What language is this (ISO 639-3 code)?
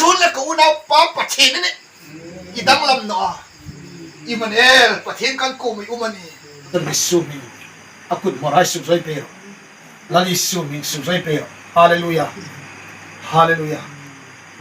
hmr